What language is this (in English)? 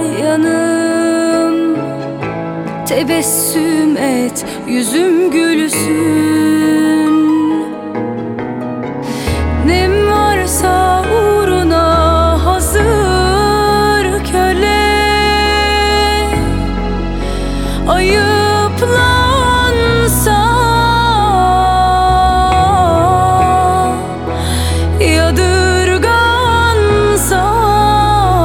Turkish